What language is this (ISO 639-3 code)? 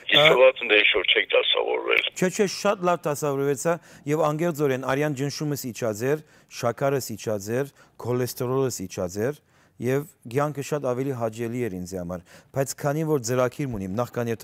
hyw